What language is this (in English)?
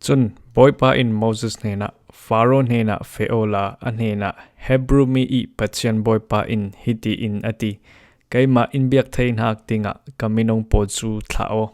Falam Chin